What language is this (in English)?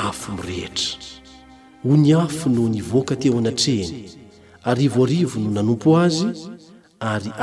Malagasy